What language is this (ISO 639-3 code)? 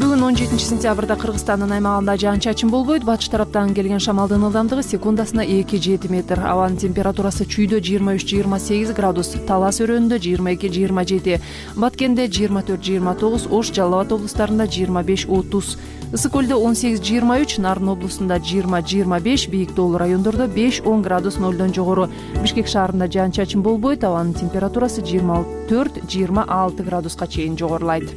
kir